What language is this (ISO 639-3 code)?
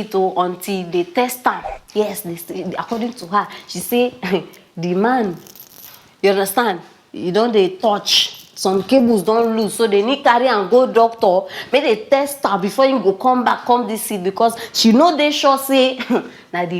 pcm